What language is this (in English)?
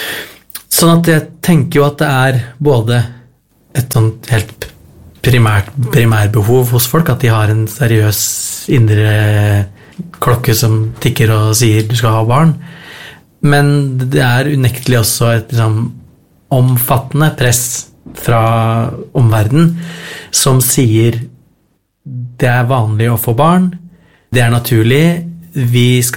Norwegian